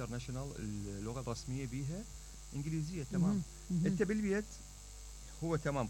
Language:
Mesopotamian Arabic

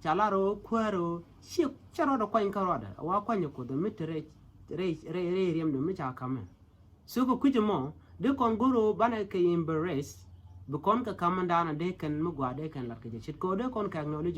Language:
Nuer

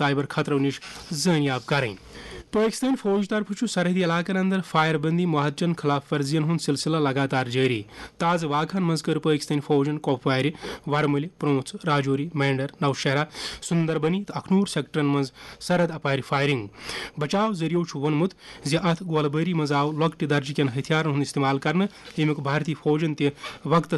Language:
Kashmiri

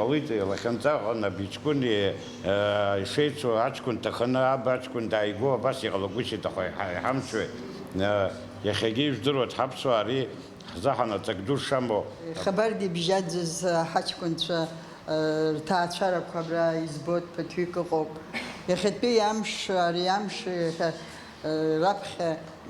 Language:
Abkhazian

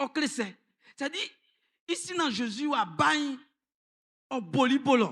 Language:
Baoulé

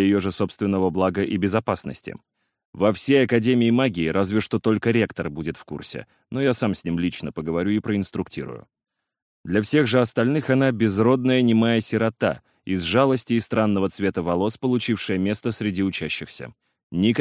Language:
Russian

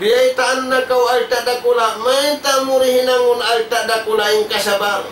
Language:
Tausug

